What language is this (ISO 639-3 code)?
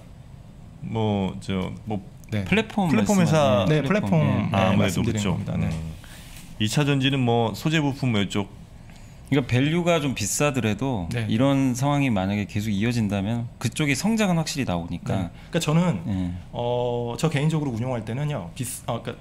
kor